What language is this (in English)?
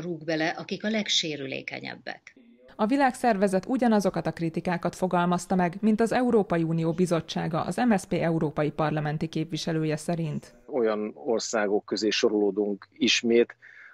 Hungarian